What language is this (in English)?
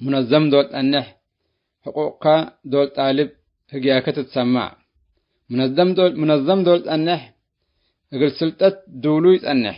Tigre